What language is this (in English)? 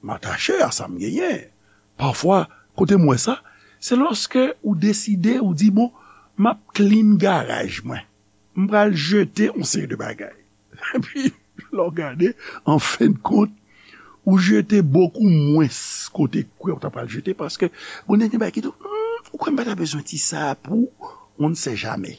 Haitian Creole